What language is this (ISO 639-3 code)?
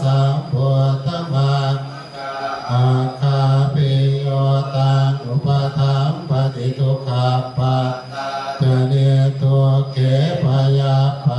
pli